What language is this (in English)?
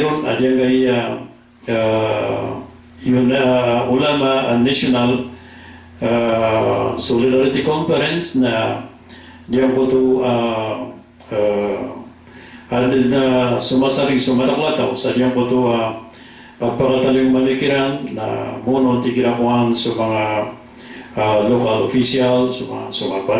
Maranao